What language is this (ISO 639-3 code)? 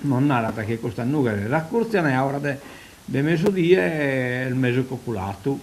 srd